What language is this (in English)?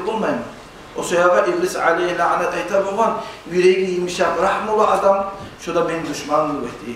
Kumyk